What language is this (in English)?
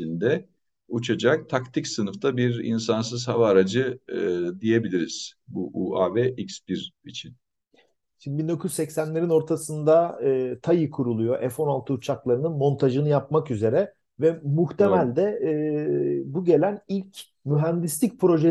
Turkish